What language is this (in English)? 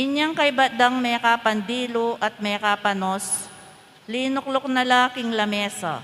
Pampanga